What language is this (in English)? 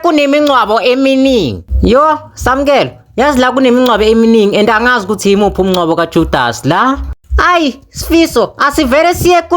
Zulu